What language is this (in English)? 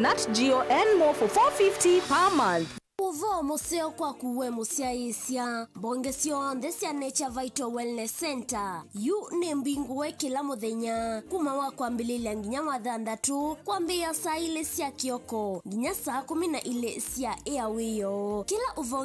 Kamba